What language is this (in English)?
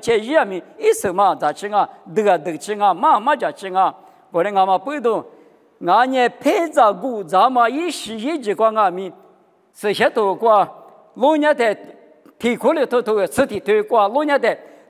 Lisu